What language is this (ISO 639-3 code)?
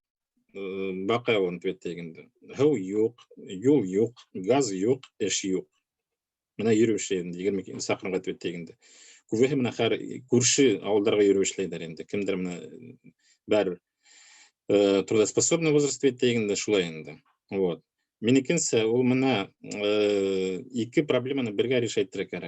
bak